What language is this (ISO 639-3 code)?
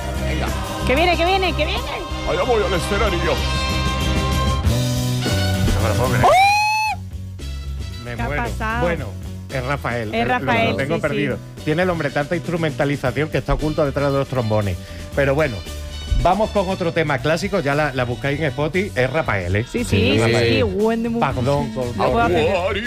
spa